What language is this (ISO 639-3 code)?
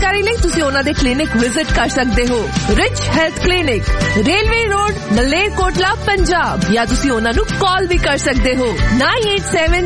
pan